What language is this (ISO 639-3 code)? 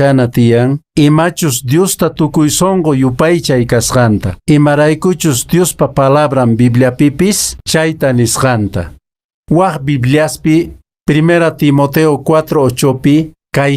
que